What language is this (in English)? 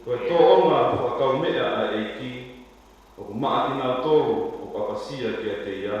Tongan